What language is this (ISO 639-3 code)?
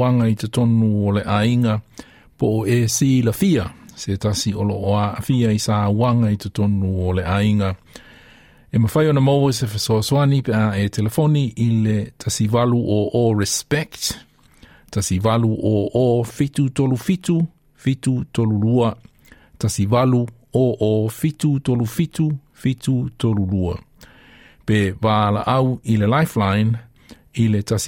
smo